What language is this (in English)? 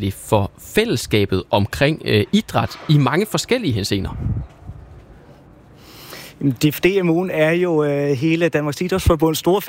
Danish